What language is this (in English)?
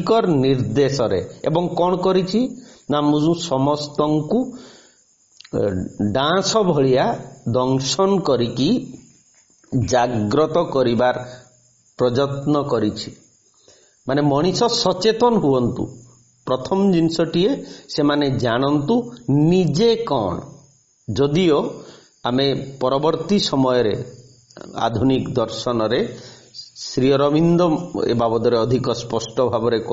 Odia